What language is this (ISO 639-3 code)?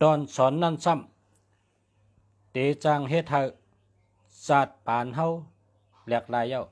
shn